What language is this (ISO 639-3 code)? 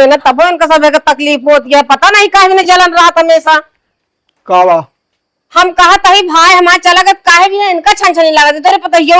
awa